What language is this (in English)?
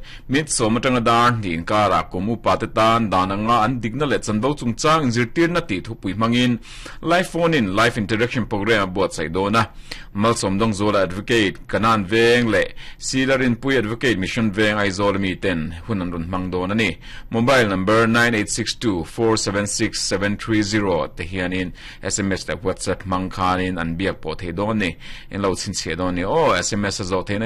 Mizo